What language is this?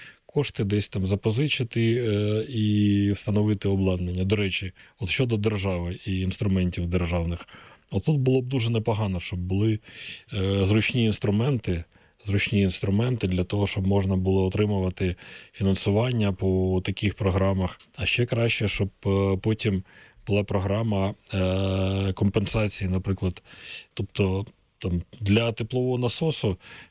Ukrainian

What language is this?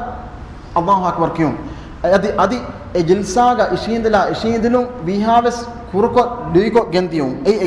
Divehi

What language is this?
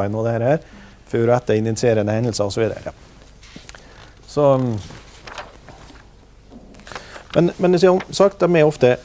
Norwegian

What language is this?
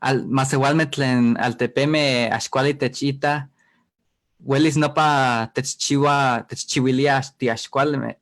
Eastern Huasteca Nahuatl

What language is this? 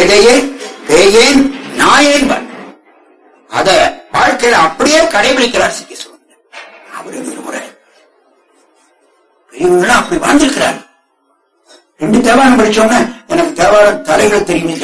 Tamil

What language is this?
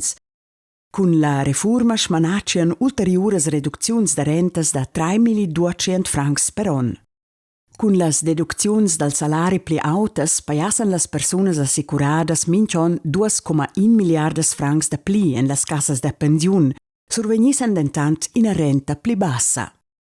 Romansh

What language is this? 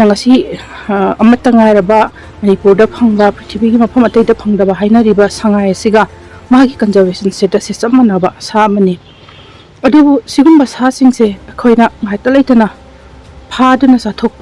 Manipuri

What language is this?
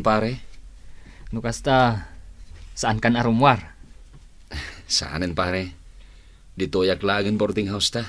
Iloko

